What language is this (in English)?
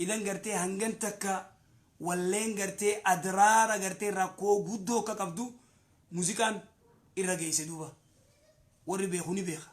Oromo